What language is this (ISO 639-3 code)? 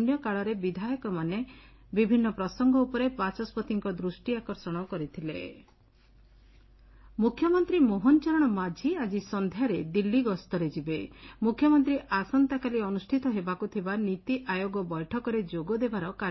ori